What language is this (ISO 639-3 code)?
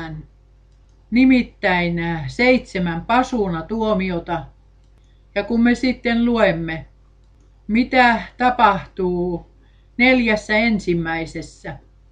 fin